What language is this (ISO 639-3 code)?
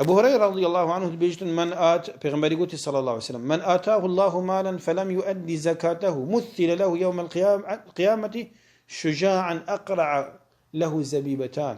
kur